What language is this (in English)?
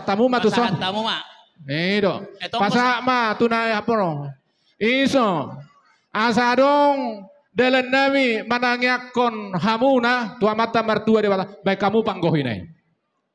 Batak Toba